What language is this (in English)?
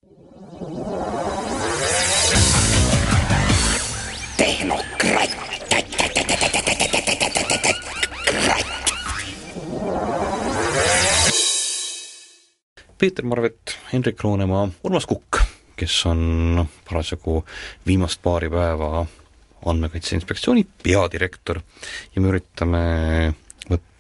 Estonian